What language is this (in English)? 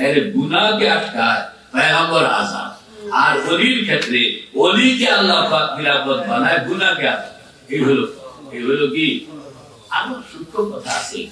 Bangla